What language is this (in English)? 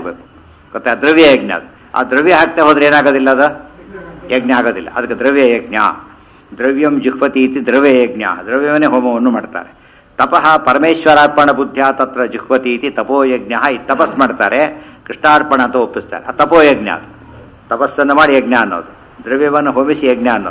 Kannada